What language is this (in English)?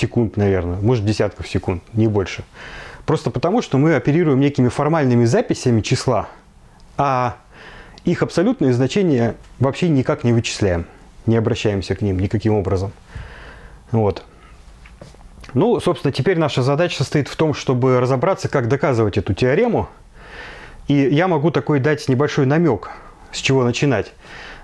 Russian